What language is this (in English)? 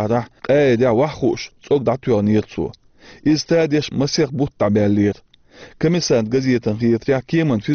Chechen